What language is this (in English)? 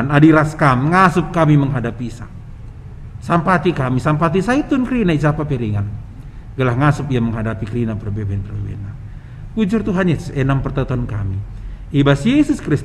Batak Karo